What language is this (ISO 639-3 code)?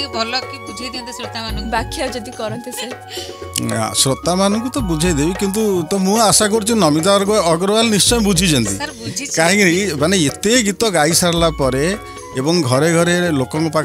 ori